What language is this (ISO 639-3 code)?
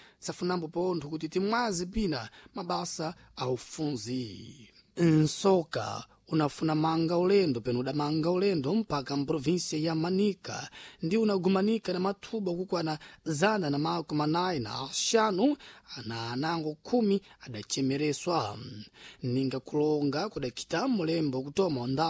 seh